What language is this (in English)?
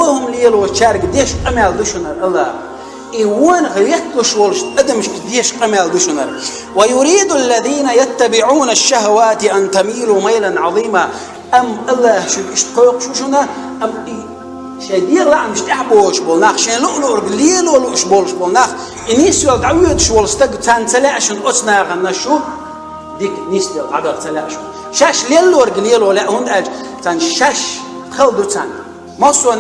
Chechen